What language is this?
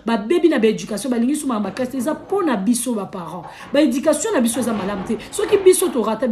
Lingala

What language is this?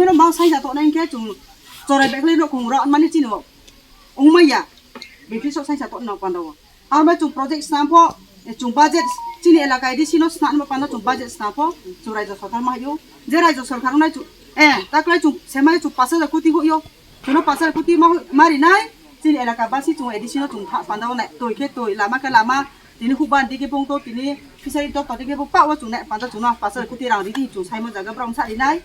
Riang (India)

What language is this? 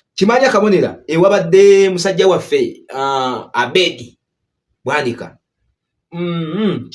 Ganda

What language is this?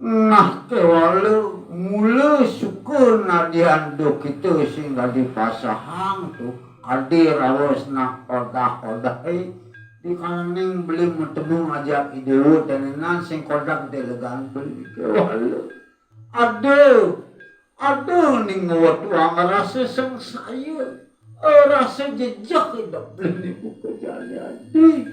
Balinese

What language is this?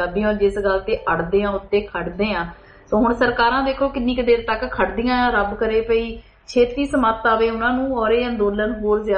Punjabi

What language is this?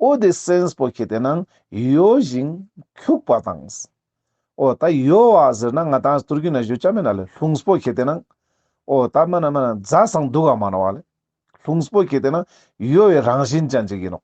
Ladakhi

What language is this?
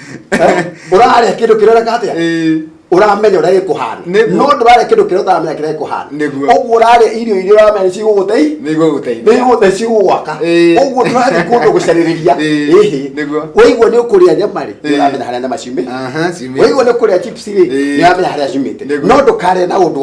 Kikuyu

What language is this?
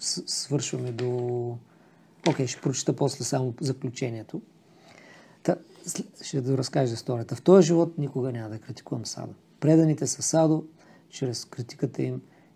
Bulgarian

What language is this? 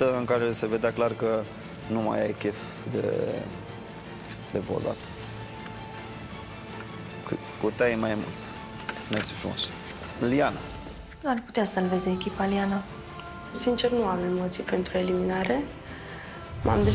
Romanian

